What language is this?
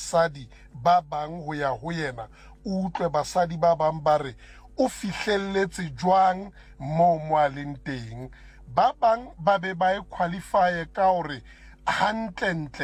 Southern Sotho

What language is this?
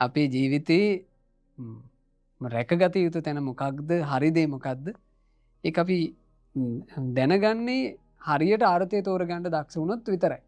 Sinhala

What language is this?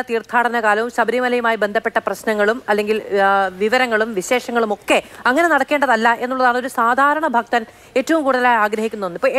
Malayalam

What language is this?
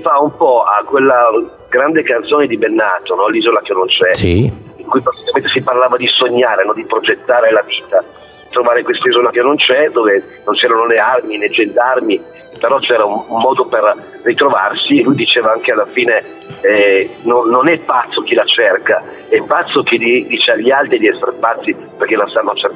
Italian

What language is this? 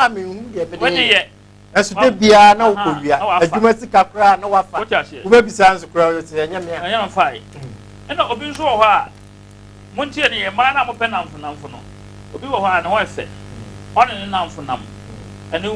Akan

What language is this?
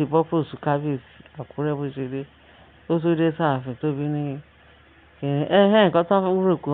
Yoruba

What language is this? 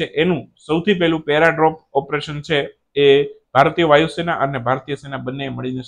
Gujarati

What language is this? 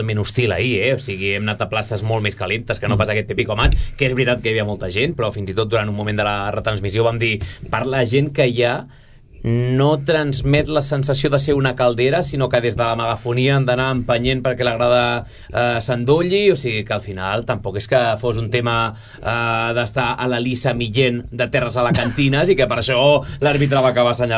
Catalan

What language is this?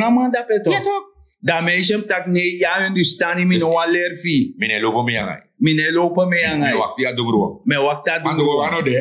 Sranan Tongo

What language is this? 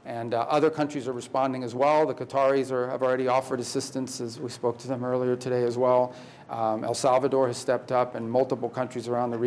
English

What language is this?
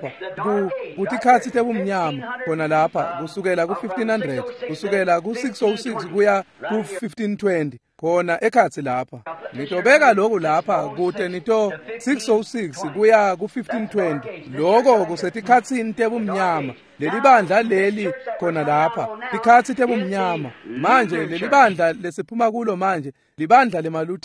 Swati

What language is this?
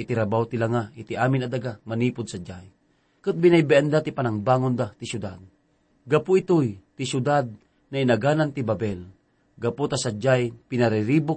Iloko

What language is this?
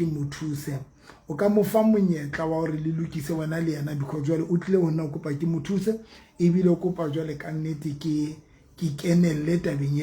Southern Sotho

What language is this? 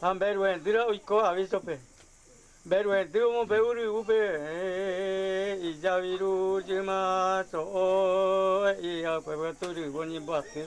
Guarani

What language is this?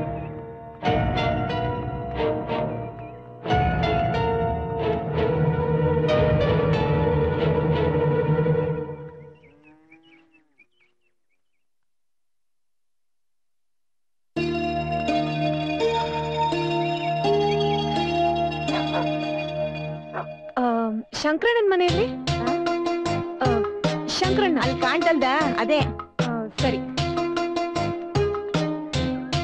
Kannada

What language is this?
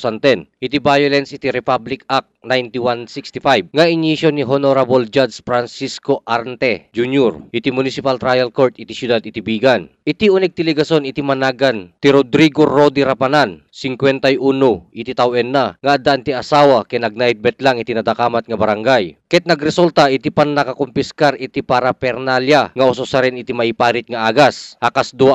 Iloko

